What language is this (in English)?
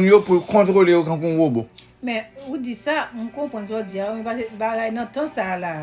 Haitian Creole